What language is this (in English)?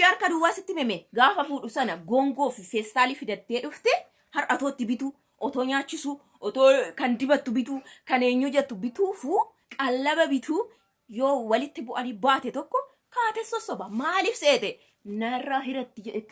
Oromo